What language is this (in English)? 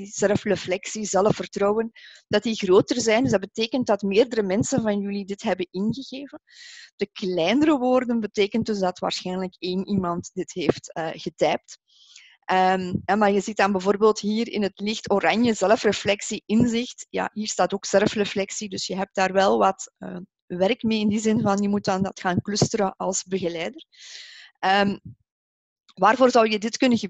Dutch